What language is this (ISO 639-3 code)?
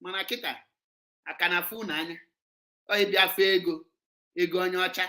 ibo